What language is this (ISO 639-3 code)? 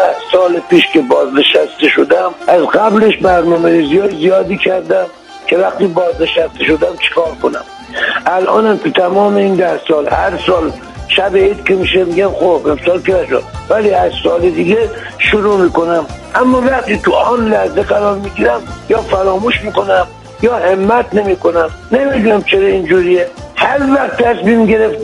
fas